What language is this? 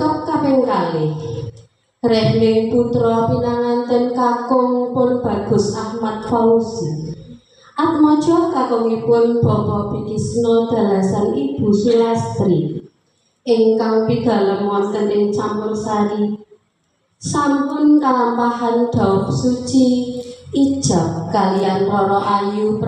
Javanese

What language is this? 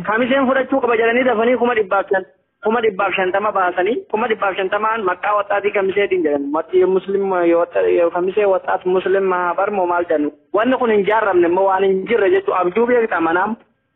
Oromo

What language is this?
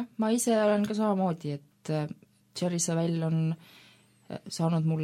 Estonian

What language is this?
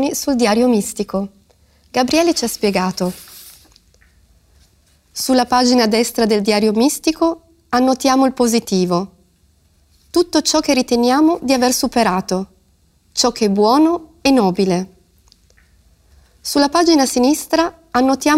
Italian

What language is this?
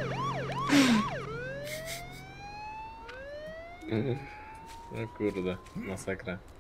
Polish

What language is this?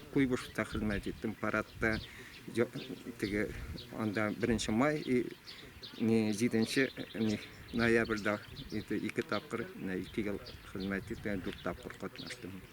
Tatar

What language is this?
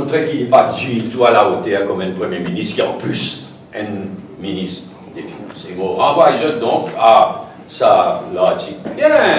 Morisyen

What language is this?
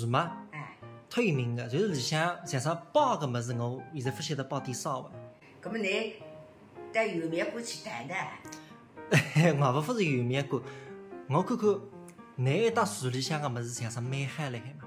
Wu Chinese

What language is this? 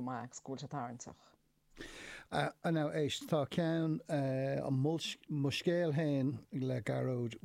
Irish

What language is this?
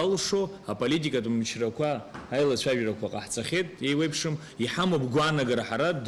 Abkhazian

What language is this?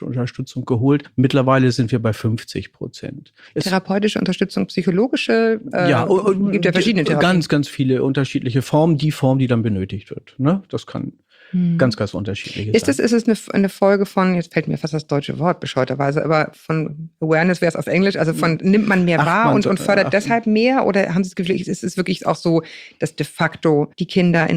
German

